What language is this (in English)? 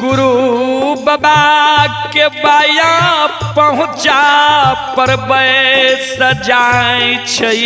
Maithili